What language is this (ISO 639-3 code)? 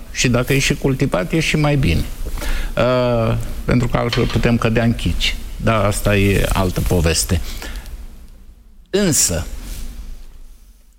ron